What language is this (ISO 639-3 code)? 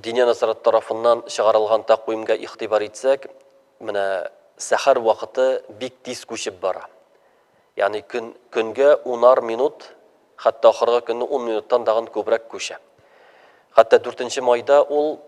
tat